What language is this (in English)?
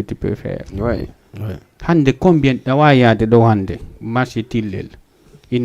Fula